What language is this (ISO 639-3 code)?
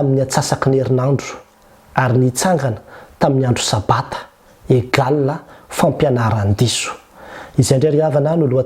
mlg